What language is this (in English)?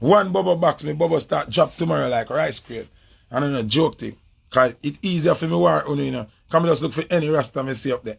Jamaican Creole English